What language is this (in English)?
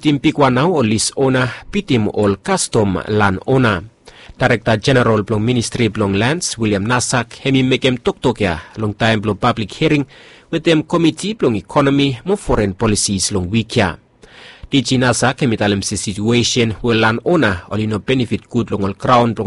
Bislama